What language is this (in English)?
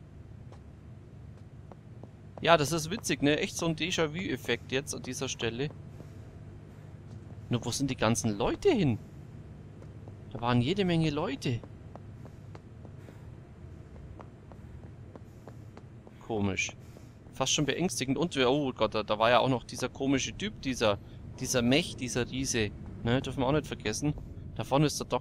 German